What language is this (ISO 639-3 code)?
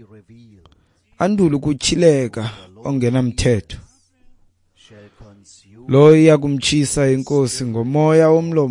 xho